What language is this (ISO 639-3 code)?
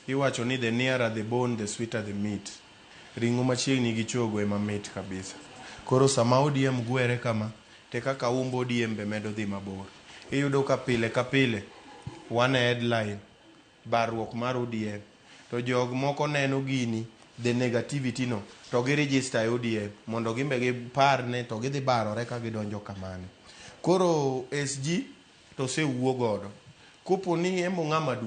luo